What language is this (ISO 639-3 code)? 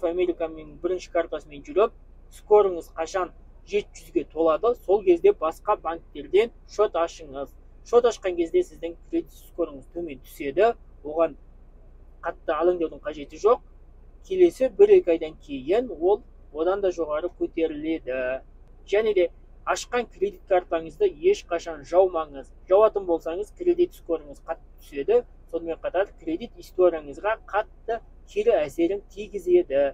kaz